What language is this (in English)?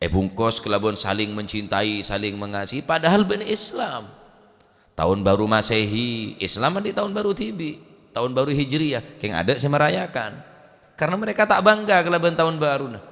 Madurese